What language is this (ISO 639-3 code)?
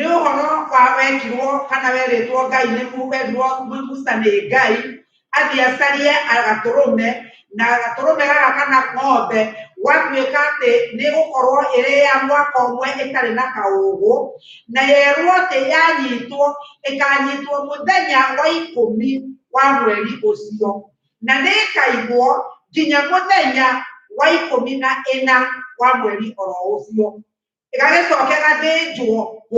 kik